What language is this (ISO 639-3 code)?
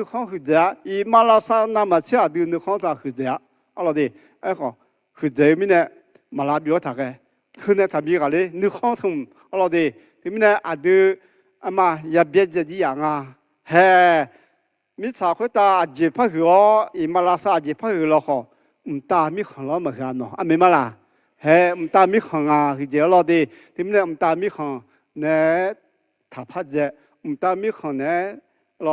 ahk